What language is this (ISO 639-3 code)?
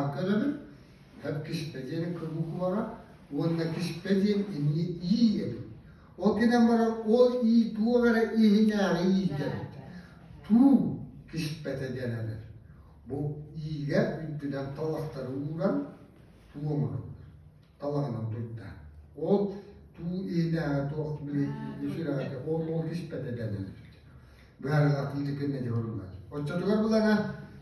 sah